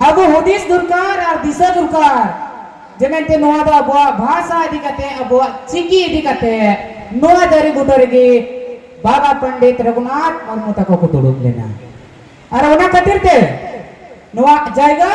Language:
Santali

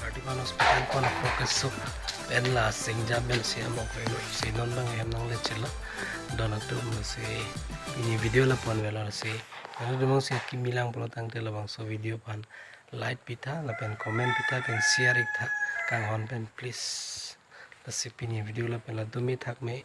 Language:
Karbi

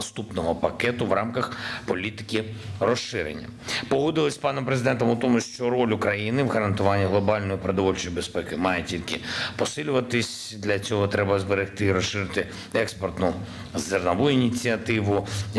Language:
Ukrainian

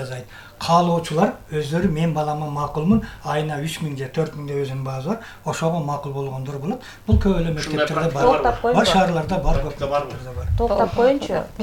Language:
Kyrgyz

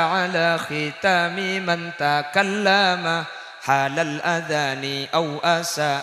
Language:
Madurese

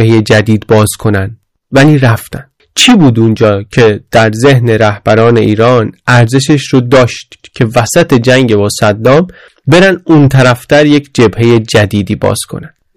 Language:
Persian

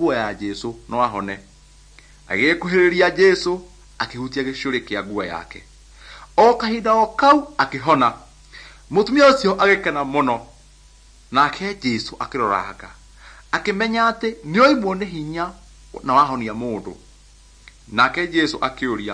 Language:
Kikuyu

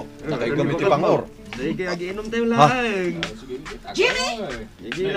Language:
Iloko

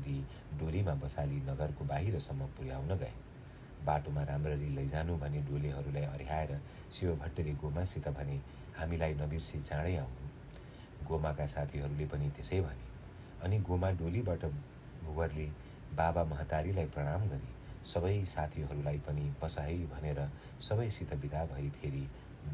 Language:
Nepali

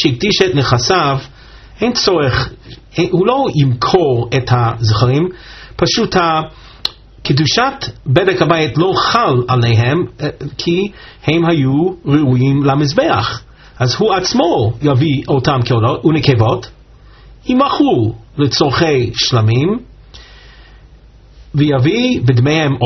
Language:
Hebrew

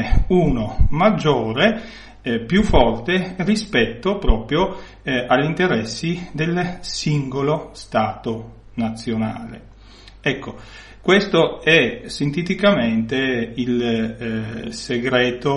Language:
Italian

